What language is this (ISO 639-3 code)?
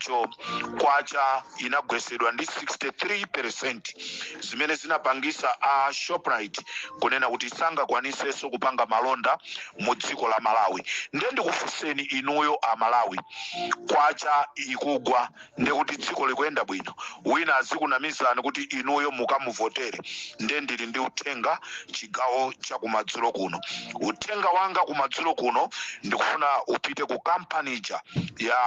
nya